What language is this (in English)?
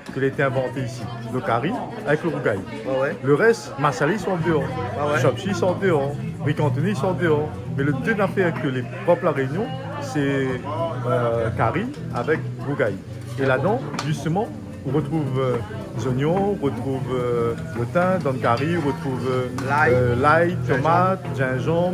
Réunion Creole French